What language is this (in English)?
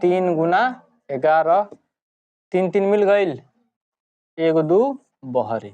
Bhojpuri